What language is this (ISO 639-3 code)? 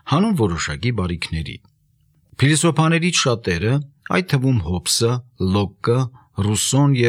hye